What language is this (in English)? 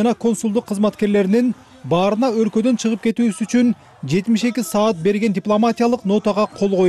Kyrgyz